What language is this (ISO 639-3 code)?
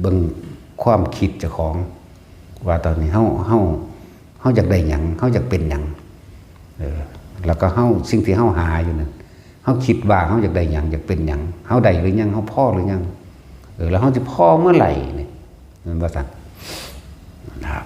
tts